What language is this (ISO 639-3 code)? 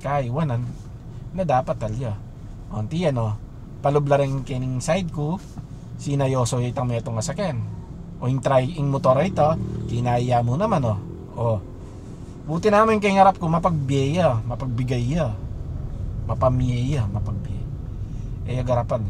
pam